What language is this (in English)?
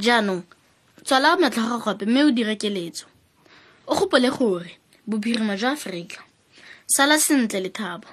Tswana